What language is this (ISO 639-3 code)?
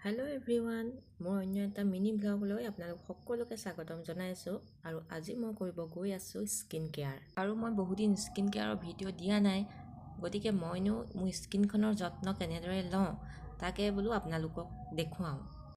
asm